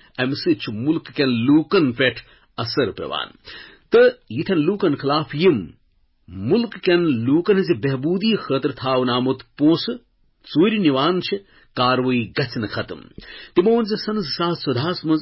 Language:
Kashmiri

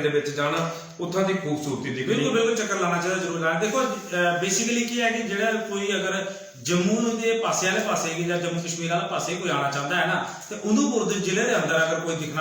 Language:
Dogri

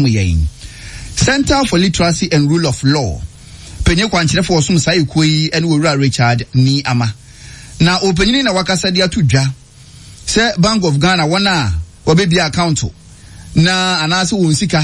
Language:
Akan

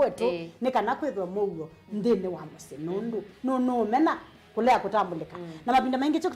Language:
Kamba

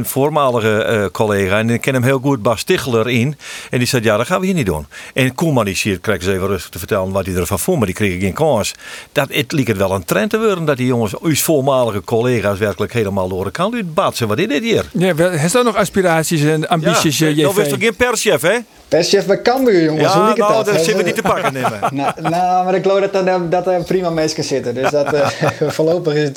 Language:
Western Frisian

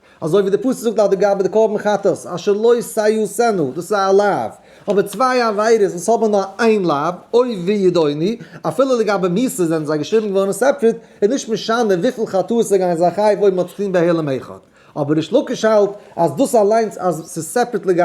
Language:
Yiddish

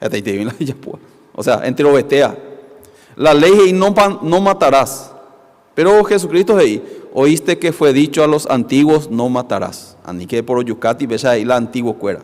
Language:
Guarani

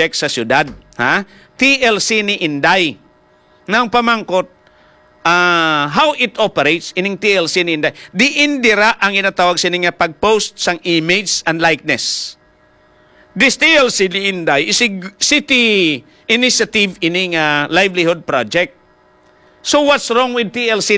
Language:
Hiligaynon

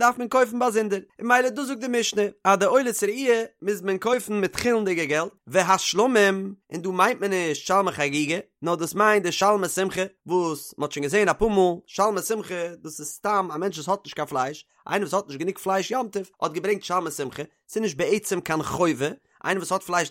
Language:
Yiddish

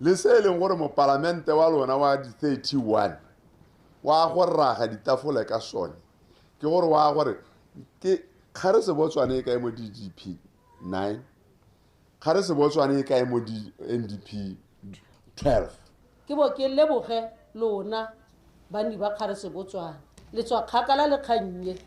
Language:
Tswana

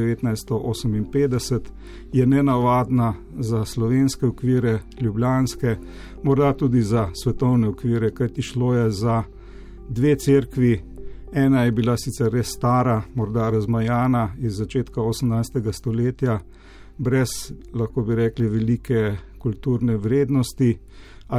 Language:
Slovenian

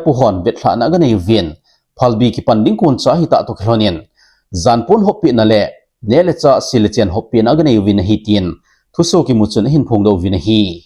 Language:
Thado Chin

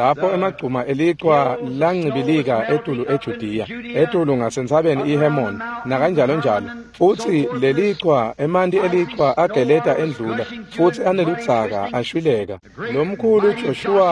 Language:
Swati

